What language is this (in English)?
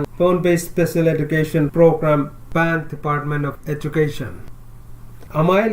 Pohnpeian